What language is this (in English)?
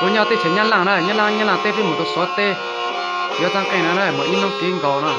Hmong